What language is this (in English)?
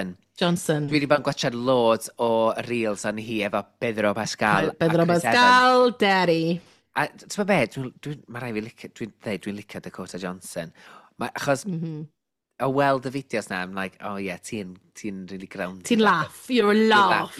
Welsh